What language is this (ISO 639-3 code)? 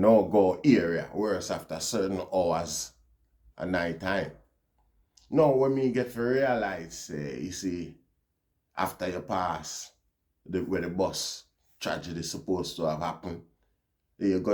jam